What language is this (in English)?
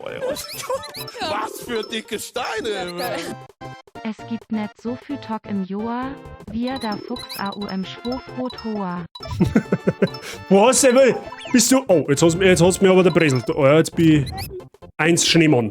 Bavarian